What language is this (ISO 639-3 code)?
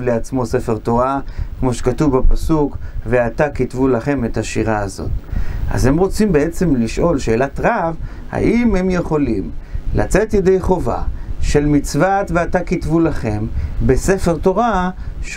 heb